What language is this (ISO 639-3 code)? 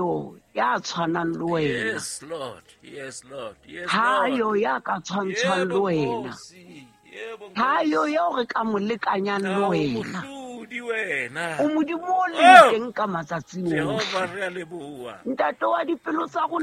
sot